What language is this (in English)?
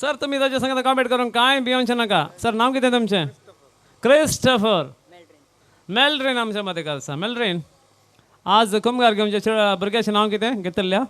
Konkani